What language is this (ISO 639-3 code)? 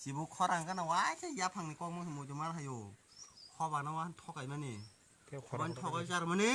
trp